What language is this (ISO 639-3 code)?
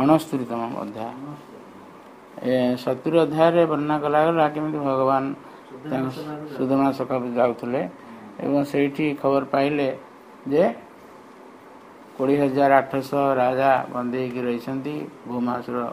ori